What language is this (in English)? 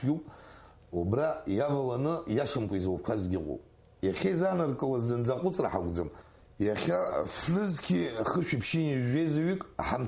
Abkhazian